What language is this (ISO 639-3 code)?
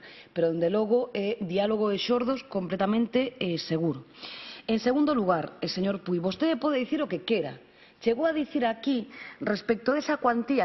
glg